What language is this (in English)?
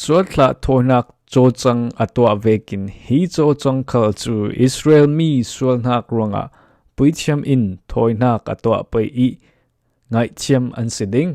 Falam Chin